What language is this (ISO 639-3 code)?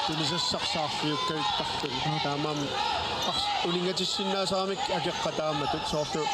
kal